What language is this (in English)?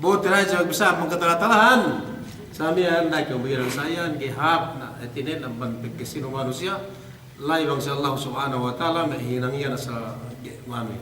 Yakan